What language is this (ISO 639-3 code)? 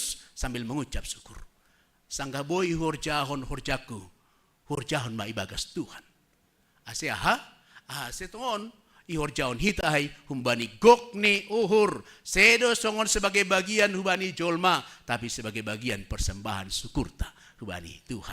bts